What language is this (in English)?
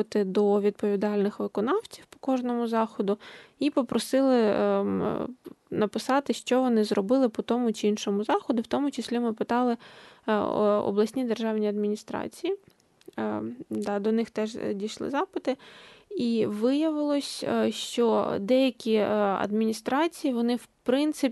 Ukrainian